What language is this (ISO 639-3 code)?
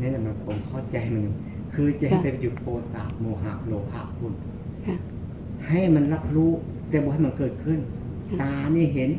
tts